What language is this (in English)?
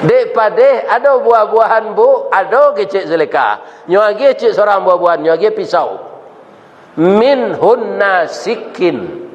Minangkabau